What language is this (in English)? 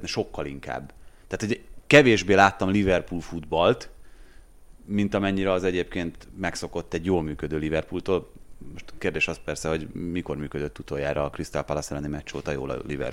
Hungarian